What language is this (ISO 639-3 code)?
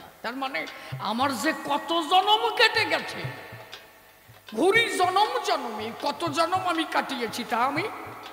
ben